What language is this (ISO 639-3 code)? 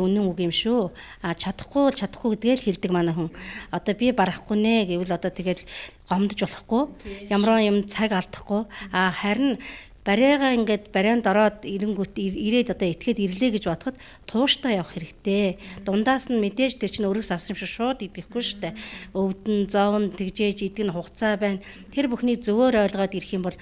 mon